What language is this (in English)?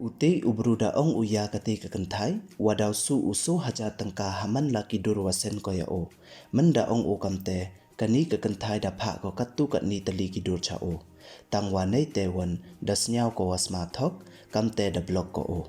Pnar